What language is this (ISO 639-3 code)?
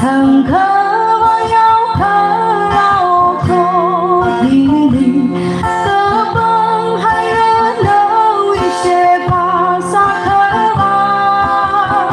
nmf